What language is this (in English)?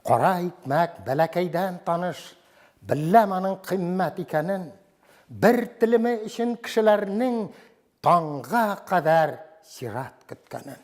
Tatar